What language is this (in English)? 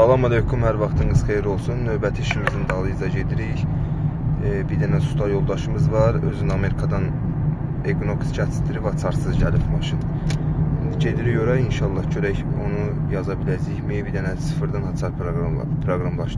Azerbaijani